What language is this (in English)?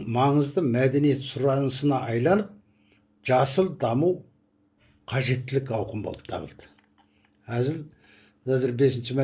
Kazakh